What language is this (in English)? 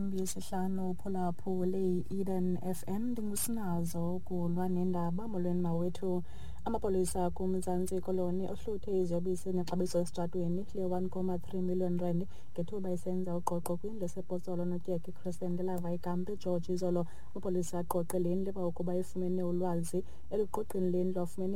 Xhosa